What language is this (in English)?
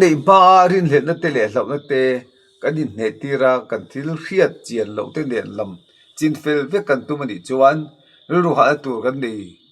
Mizo